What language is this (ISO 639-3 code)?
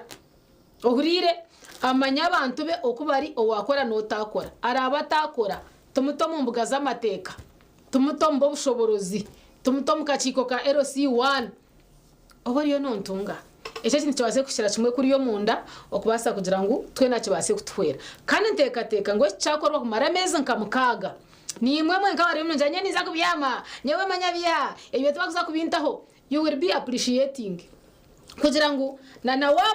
nyn